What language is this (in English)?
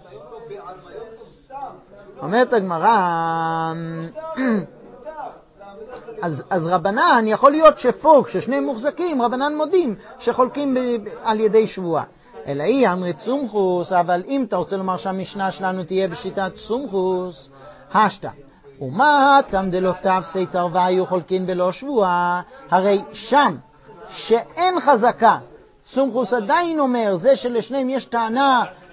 Hebrew